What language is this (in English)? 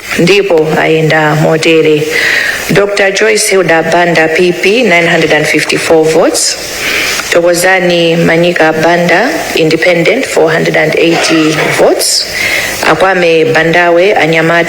Nyanja